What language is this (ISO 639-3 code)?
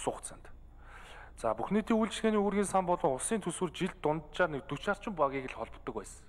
mon